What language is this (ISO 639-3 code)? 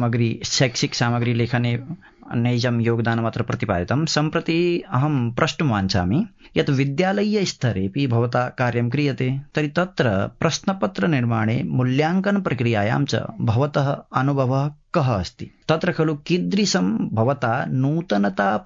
san